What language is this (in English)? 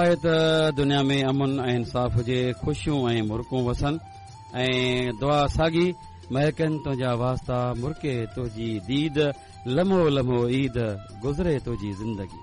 Sindhi